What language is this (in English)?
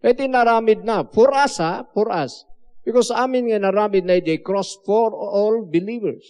Iloko